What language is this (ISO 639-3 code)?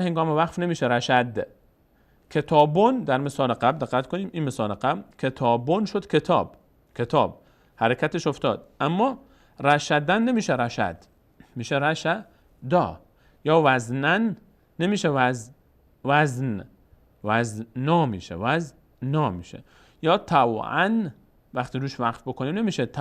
fas